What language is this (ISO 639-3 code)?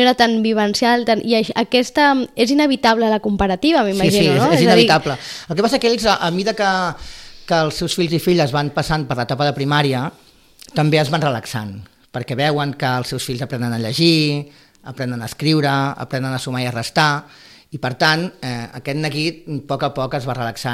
cat